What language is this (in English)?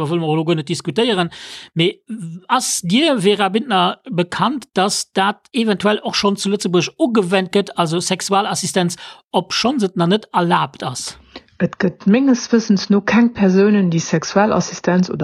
Luxembourgish